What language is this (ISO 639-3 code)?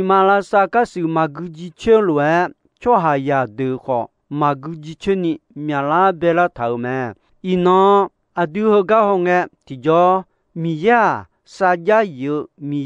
ahk